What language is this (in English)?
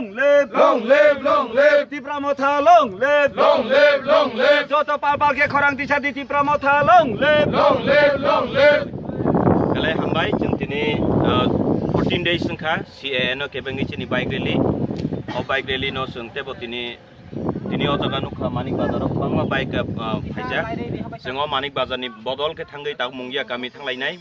Kok Borok